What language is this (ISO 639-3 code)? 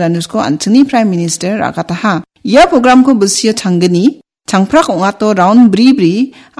grt